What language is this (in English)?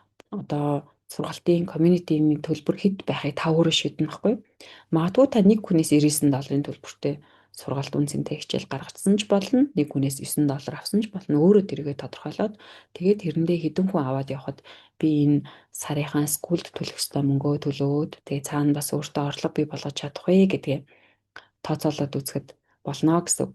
Mongolian